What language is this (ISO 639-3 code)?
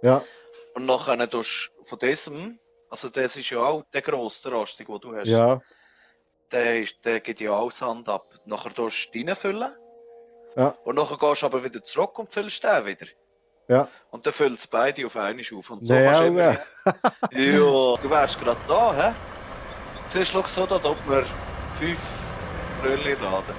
gsw